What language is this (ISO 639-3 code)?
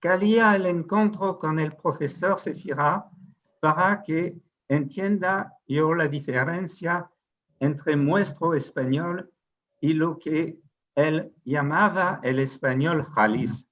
lad